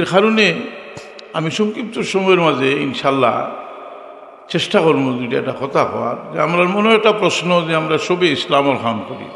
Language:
Sylheti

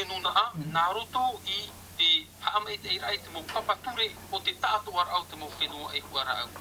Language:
Tahitian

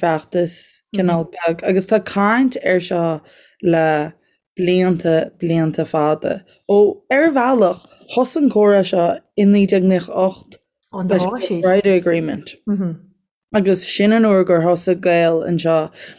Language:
Irish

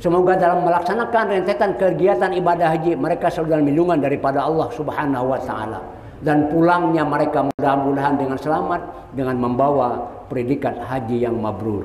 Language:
Banjar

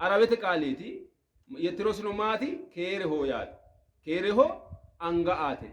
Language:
Sidamo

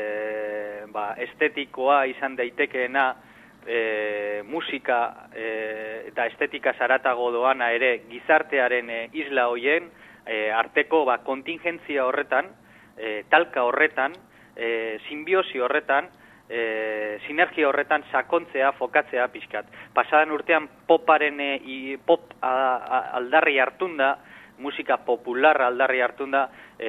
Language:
Basque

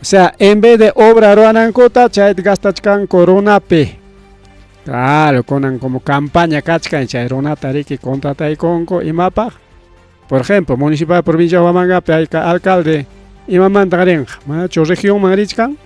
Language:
Ayacucho Quechua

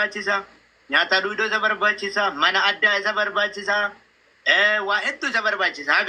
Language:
Oromo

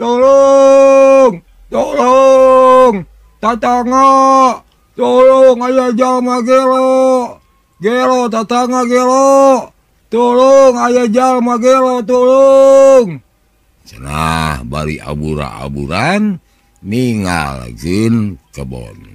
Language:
Sundanese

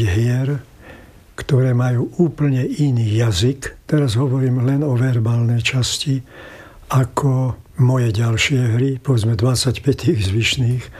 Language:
Slovak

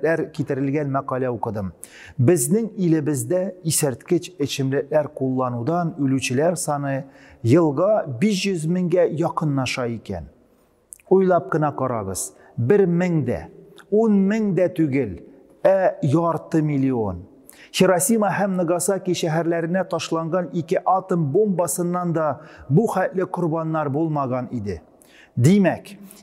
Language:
Tatar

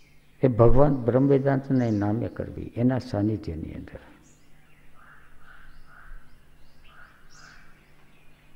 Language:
Gujarati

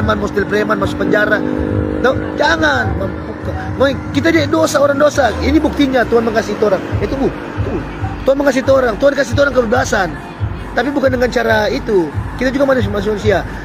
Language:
Manado Malay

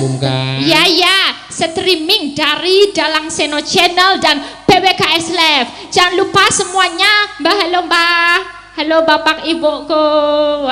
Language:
Javanese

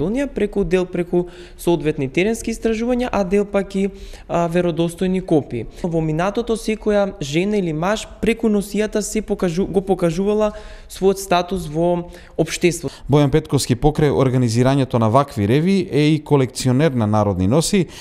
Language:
Macedonian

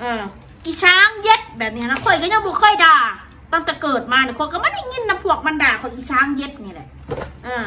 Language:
Northeastern Thai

